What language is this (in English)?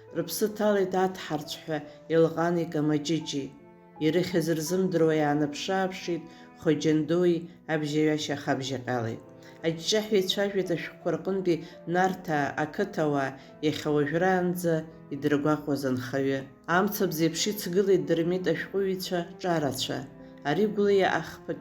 Abkhazian